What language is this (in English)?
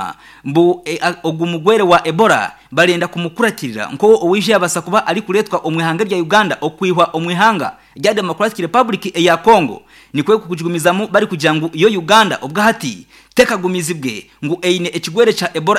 Nyankole